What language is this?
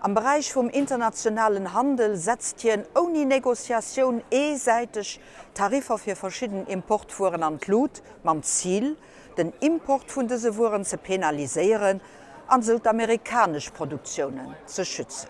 Luxembourgish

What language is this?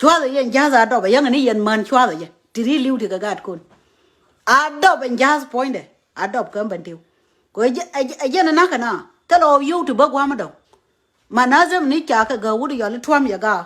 Nuer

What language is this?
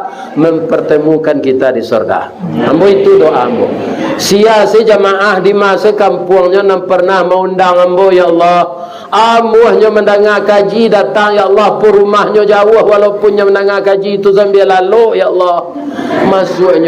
Minangkabau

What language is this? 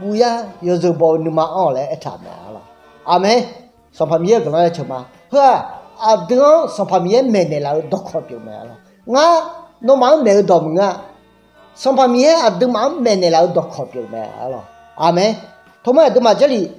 Akha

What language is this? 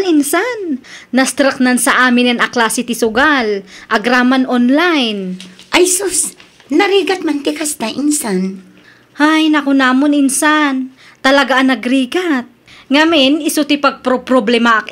Iloko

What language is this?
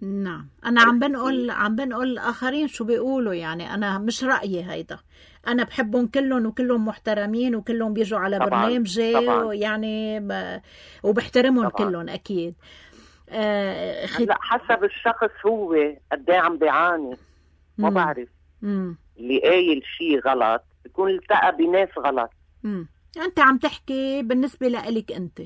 North Levantine Arabic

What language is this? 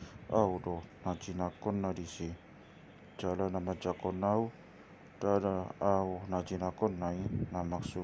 Batak Toba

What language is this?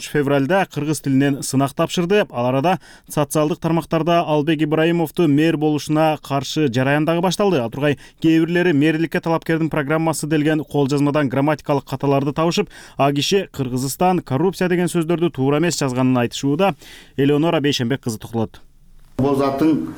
Kyrgyz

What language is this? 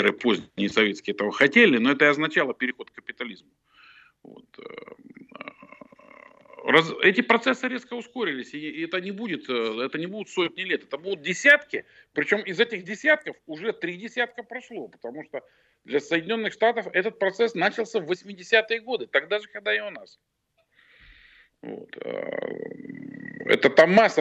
Russian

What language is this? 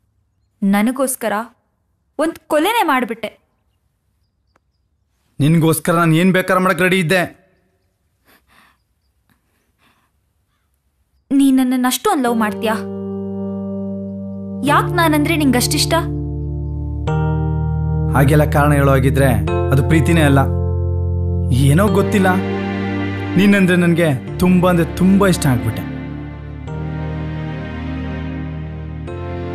Kannada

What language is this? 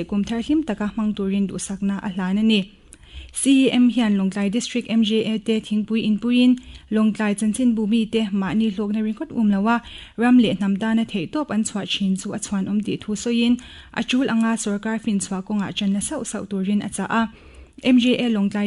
Mizo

